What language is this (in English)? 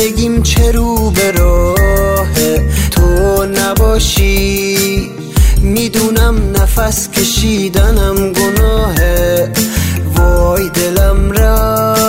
Persian